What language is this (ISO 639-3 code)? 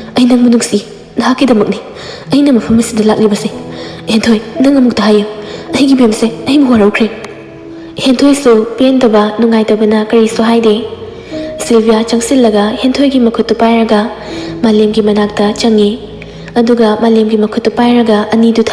mni